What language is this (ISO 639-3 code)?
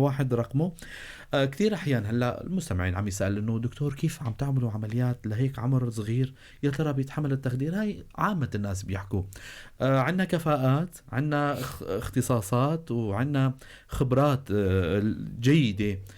apc